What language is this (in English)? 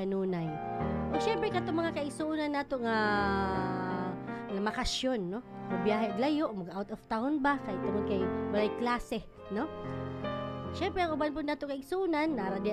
Cebuano